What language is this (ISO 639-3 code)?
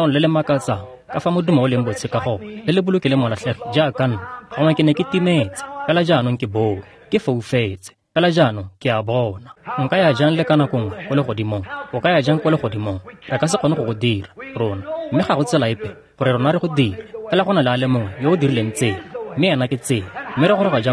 tsn